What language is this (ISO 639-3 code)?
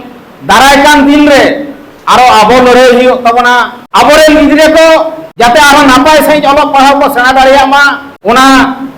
sat